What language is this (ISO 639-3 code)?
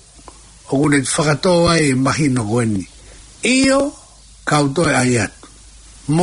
ton